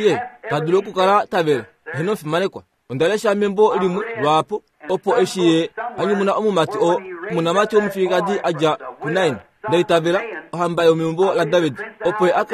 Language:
Kuanyama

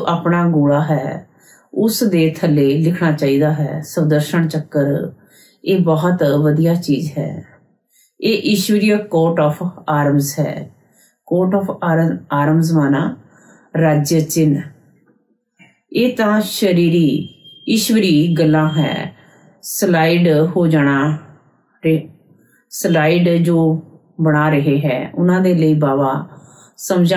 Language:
Punjabi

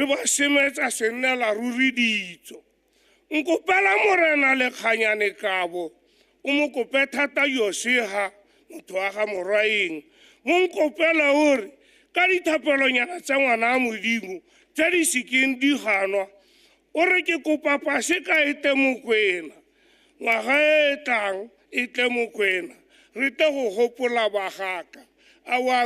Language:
Tswana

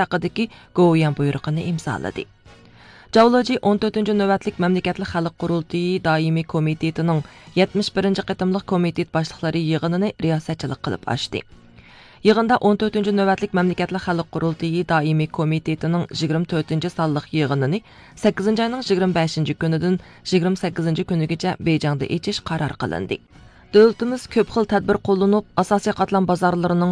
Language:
Uyghur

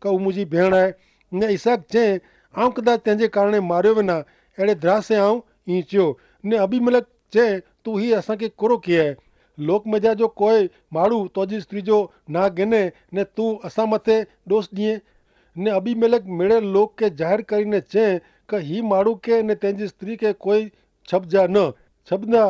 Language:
Kachhi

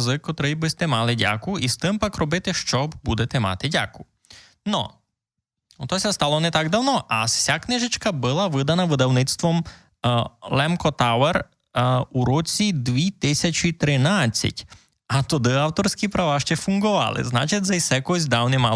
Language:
Rusyn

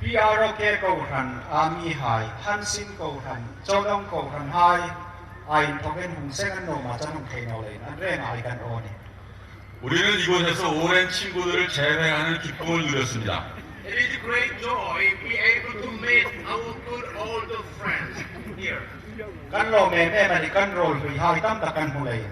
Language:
Hmar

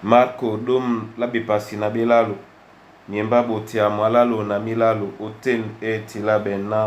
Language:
Duala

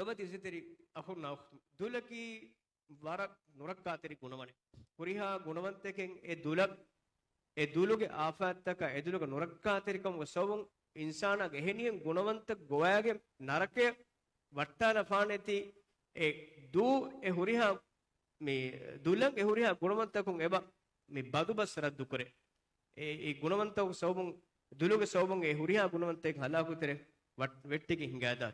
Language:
Divehi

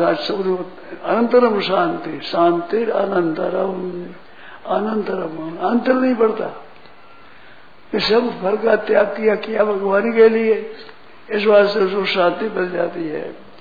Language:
Hindi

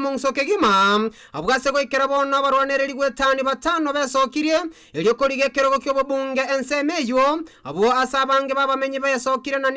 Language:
Gusii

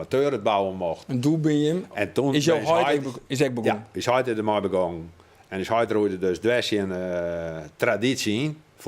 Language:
Western Frisian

